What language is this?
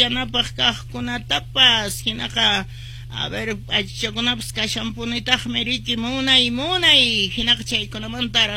Quechua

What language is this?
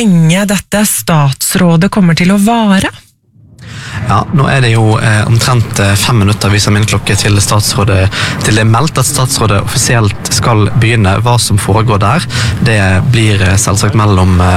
Norwegian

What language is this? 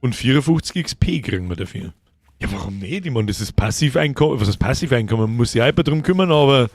Bavarian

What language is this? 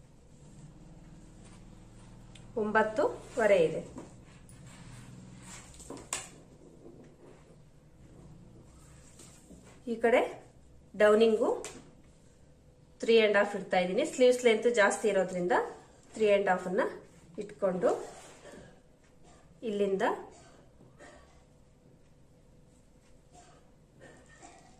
Kannada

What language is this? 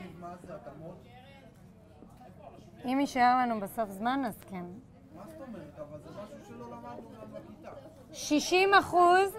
Hebrew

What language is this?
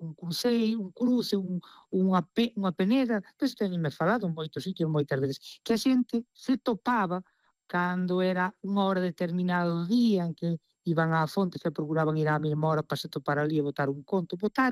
Galician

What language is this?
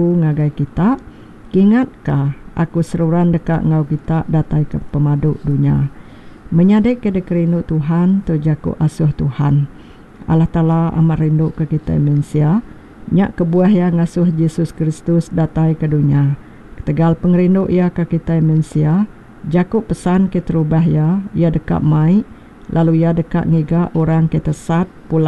Iban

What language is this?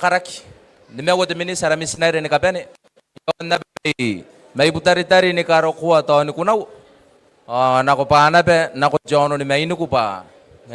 Gilbertese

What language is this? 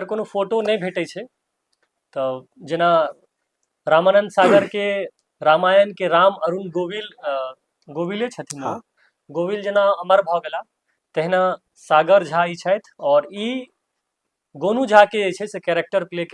Maithili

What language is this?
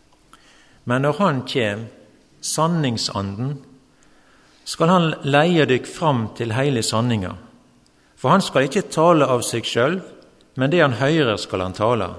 Norwegian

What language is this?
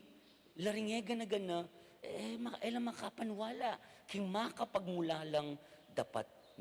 Pampanga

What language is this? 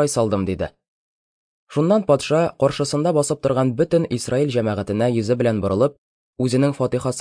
Tatar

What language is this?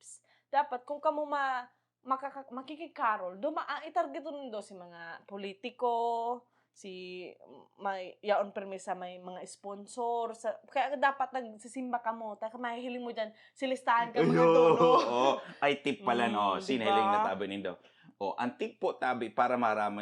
Bikol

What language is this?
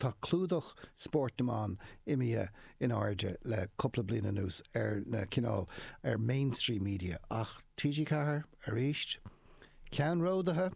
Irish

